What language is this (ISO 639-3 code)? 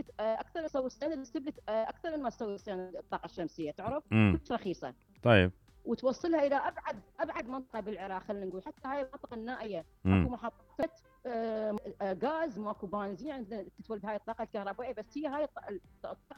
acm